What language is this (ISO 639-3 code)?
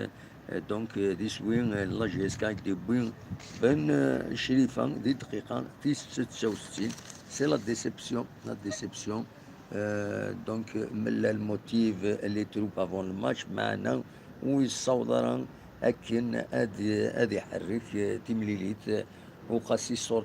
kab